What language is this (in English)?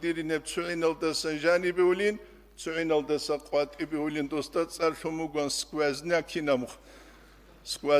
Avaric